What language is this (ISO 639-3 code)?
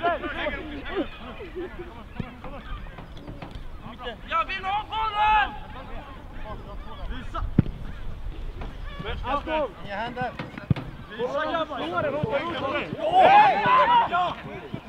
swe